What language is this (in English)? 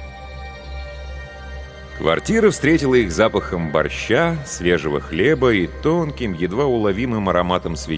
Russian